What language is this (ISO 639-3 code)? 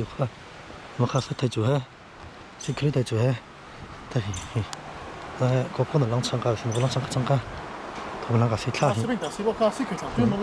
cnh